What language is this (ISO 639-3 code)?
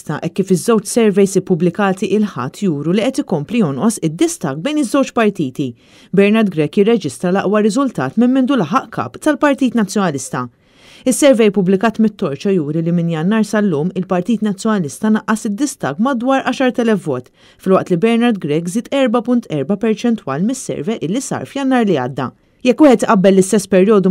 mlt